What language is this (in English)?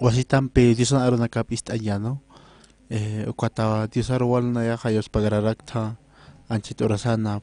Aymara